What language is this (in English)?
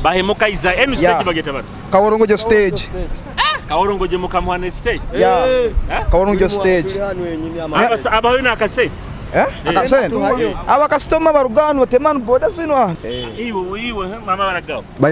Nyoro